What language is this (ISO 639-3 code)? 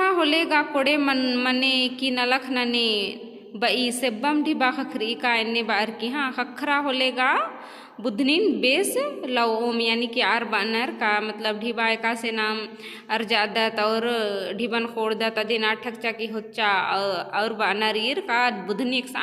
kru